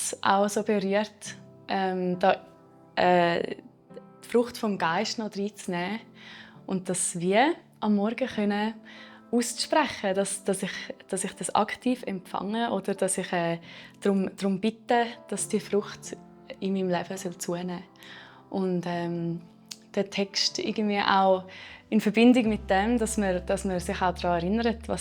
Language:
Swiss German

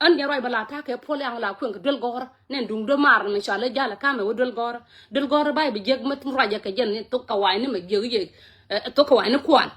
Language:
Nuer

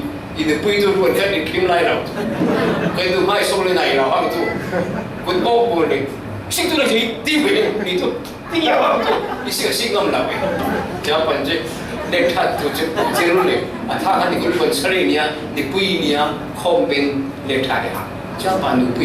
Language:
Falam Chin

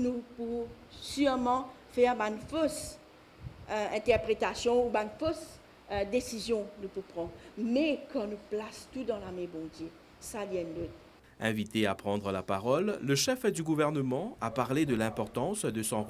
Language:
Morisyen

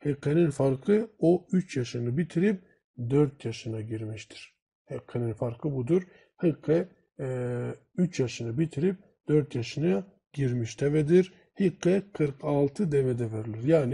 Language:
Turkish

